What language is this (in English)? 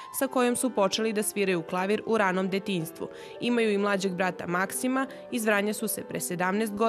Serbian